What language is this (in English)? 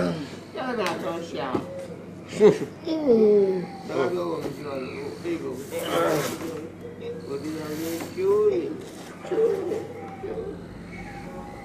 Burmese